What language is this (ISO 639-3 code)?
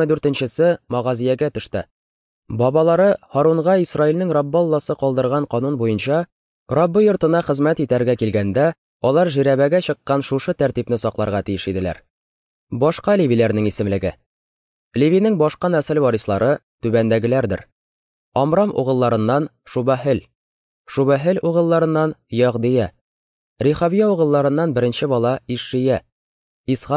tat